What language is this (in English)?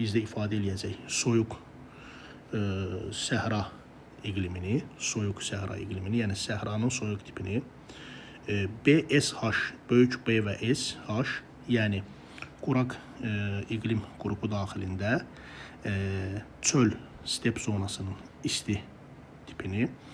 Azerbaijani